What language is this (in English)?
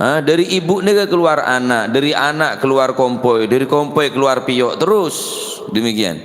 Madurese